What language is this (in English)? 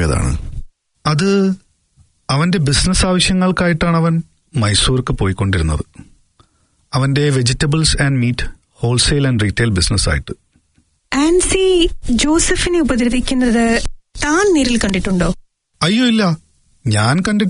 Malayalam